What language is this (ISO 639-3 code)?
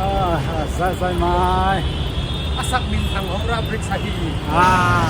pck